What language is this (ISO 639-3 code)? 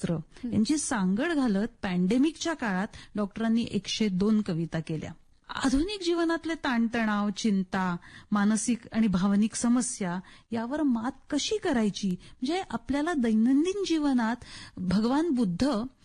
mar